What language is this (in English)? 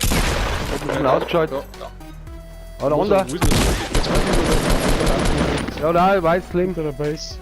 Bavarian